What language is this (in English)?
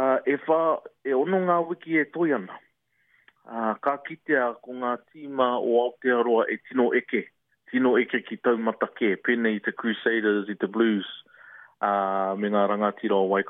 Māori